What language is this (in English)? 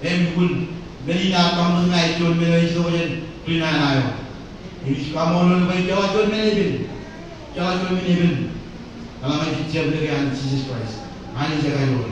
Marshallese